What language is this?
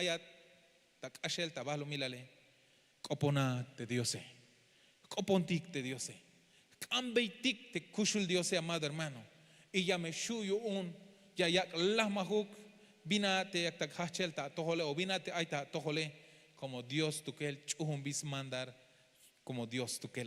Tzeltal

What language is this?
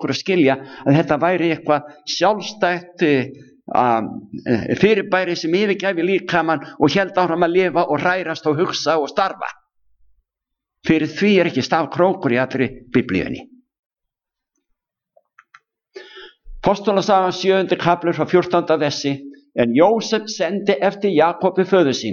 Icelandic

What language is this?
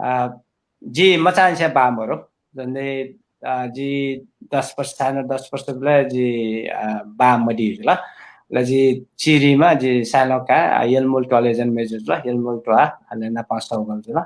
Newari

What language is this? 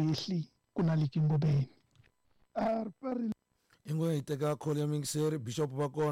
Tsonga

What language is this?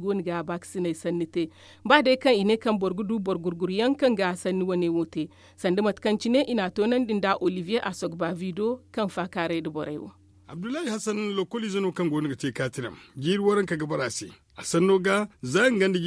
Zarma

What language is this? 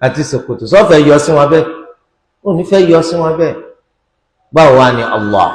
Yoruba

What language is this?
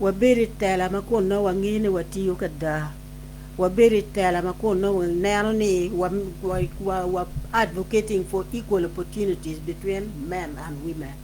Acoli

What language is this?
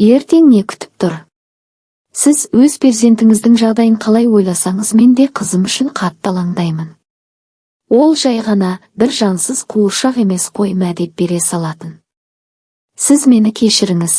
Kazakh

